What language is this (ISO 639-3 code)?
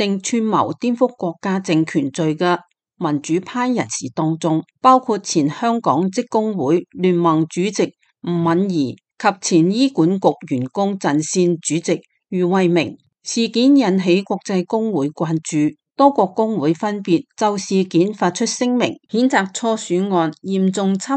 yue